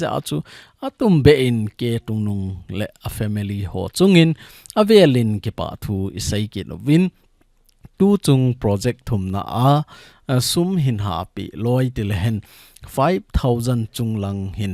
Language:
Thado Chin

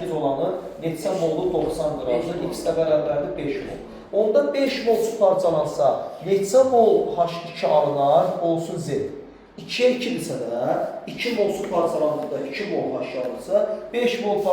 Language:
Azerbaijani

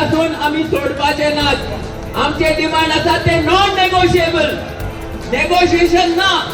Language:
Konkani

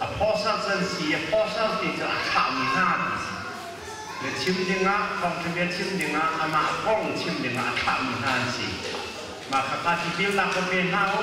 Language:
Hakha Chin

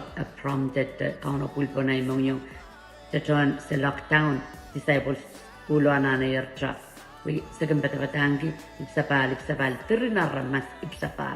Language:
Pohnpeian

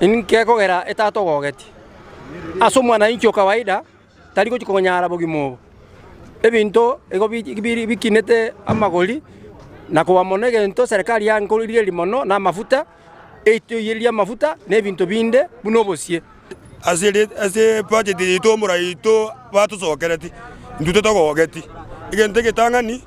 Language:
Gusii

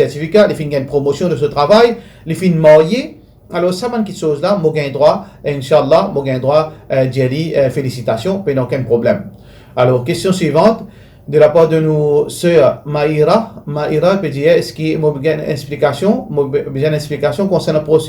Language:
Morisyen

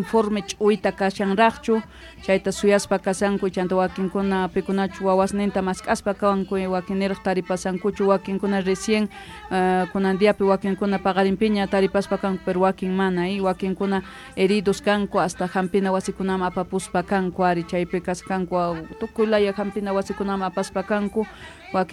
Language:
South Bolivian Quechua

